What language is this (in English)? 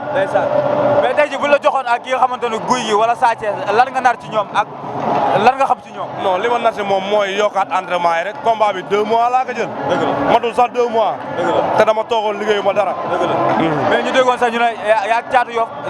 Wolof